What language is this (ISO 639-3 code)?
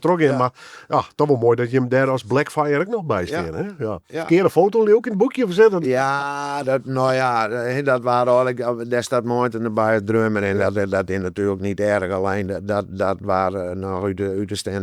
fry